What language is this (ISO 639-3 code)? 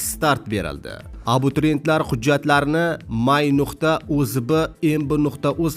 uzb